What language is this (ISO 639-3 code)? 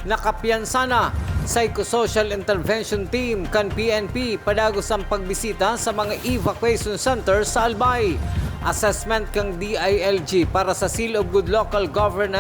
bik